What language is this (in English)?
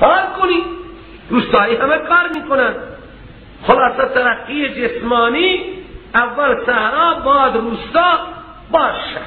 Persian